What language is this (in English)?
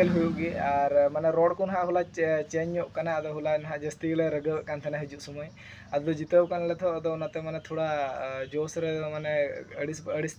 Santali